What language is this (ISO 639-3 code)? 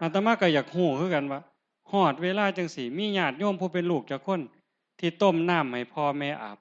tts